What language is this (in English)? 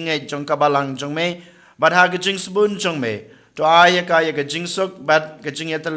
Khasi